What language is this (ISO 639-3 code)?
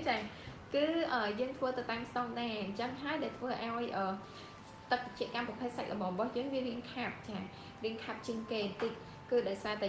khm